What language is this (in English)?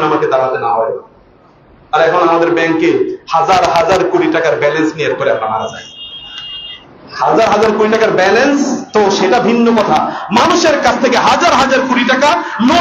Bangla